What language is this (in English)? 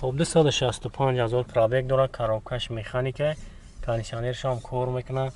Tajik